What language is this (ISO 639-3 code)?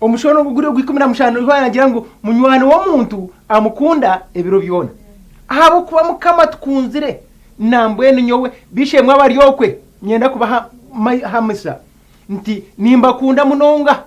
nyn